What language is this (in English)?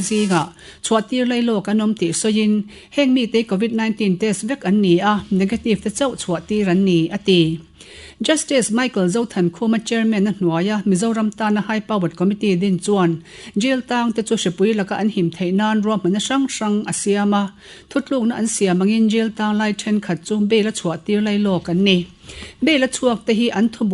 Mizo